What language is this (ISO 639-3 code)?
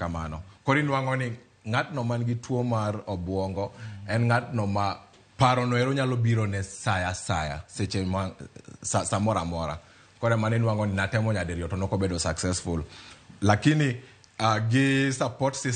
luo